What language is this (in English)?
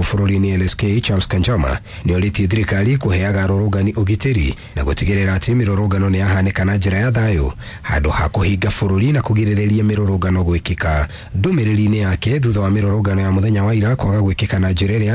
Kikuyu